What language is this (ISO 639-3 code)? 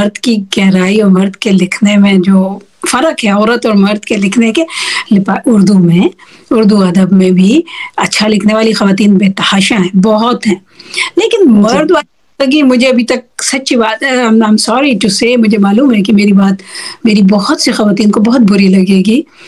urd